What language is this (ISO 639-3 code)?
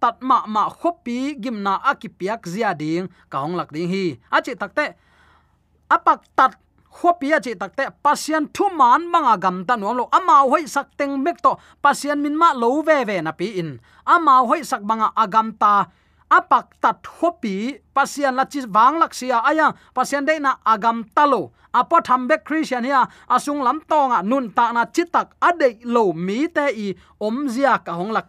ctd